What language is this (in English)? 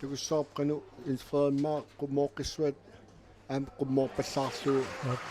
Kalaallisut